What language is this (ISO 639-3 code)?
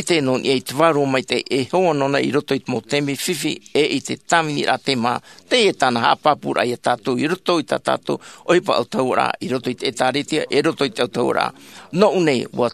tah